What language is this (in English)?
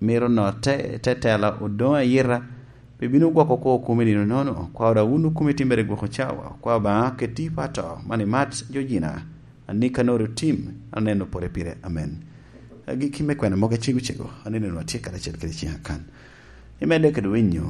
Lango (Uganda)